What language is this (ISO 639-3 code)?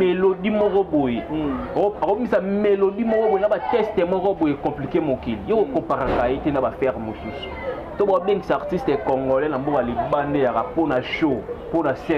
lin